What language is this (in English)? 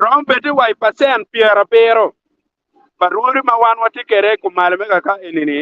Acoli